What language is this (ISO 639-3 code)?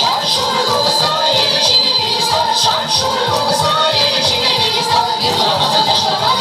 chv